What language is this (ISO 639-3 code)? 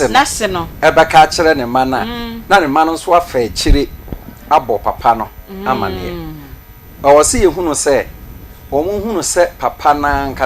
aka